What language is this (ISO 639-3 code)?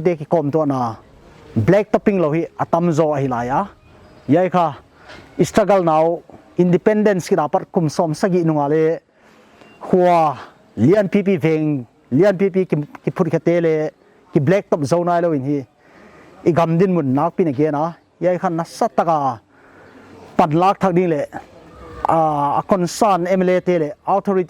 pck